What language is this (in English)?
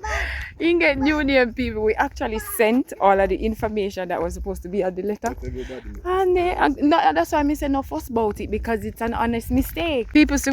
Jamaican Creole English